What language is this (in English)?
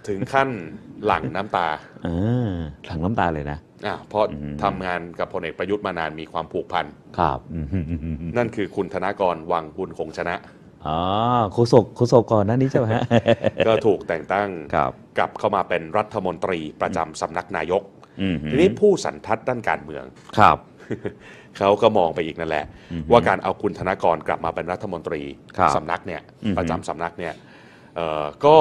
Thai